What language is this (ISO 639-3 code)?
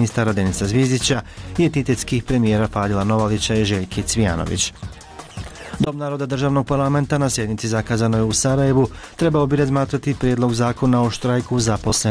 bos